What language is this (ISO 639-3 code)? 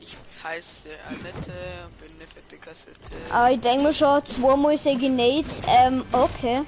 bar